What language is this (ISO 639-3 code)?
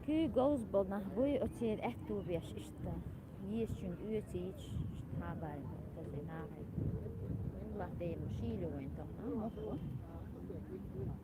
che